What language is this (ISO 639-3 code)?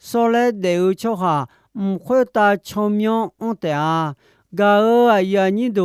ahk